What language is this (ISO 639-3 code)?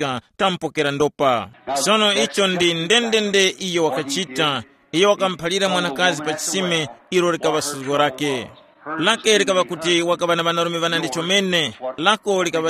tum